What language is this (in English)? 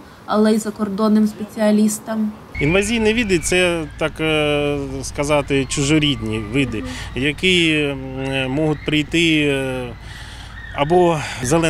Ukrainian